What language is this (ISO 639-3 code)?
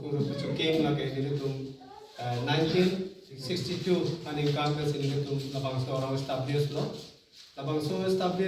mjw